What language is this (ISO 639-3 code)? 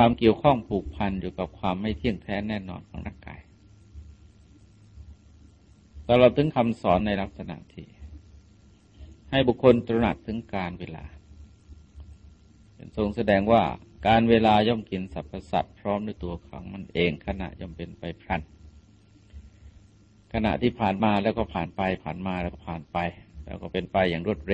tha